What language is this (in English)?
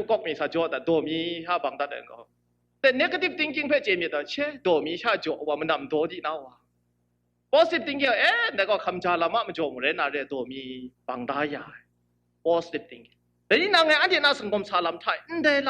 Kachin